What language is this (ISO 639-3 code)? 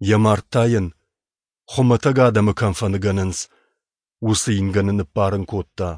oss